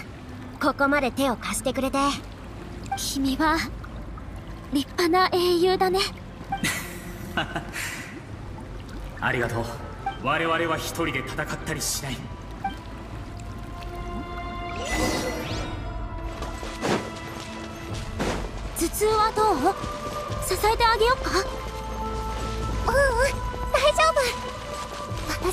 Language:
Japanese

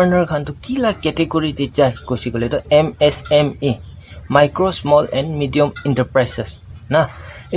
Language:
Naga Pidgin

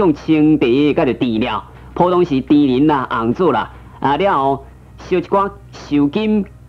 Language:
Min Nan Chinese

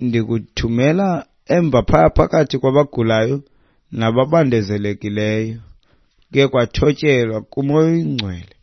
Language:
Xhosa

